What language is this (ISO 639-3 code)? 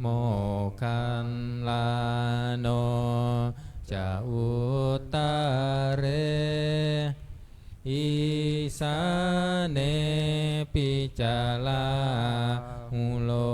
pli